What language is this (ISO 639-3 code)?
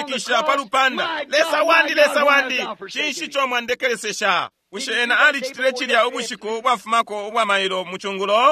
bem